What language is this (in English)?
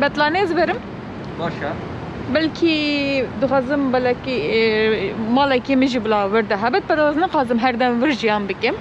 Kurdish